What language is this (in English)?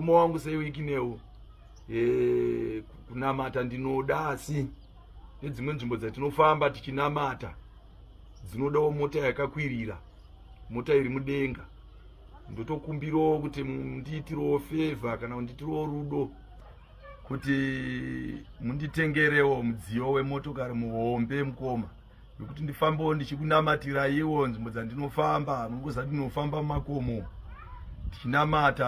Shona